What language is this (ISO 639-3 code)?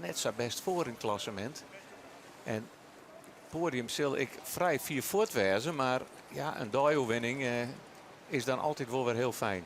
fry